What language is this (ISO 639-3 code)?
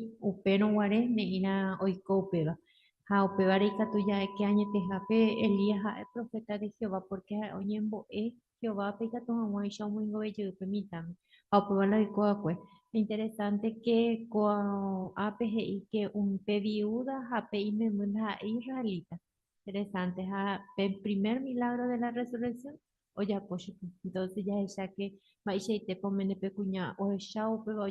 grn